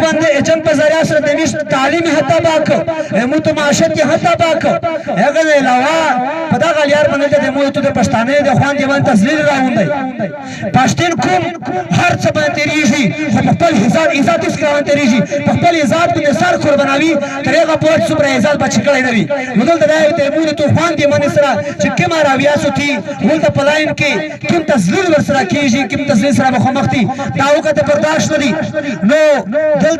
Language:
Pashto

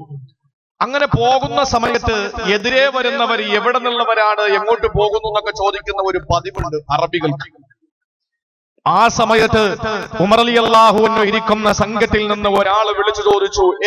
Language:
Malayalam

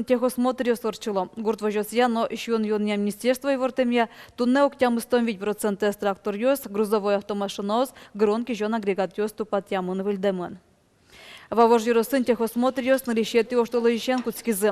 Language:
Udmurt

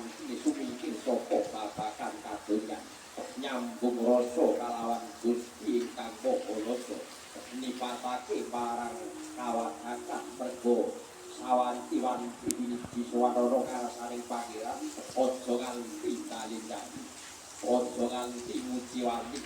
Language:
Javanese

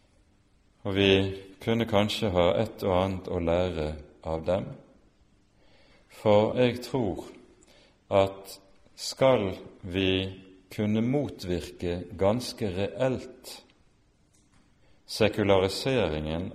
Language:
Norwegian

